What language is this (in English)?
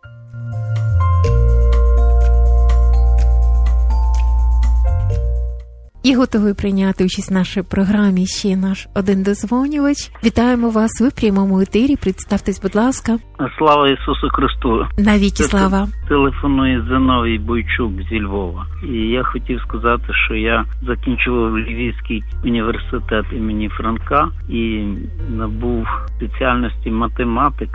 Ukrainian